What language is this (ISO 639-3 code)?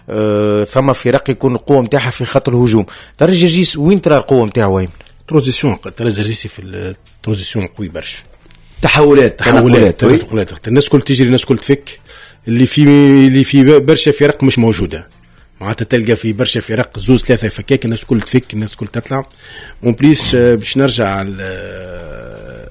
aeb